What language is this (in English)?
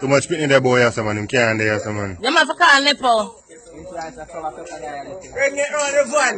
Jamaican Creole English